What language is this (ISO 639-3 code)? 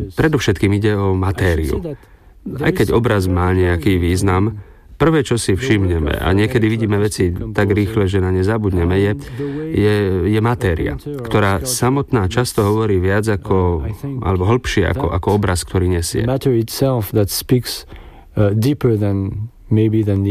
slk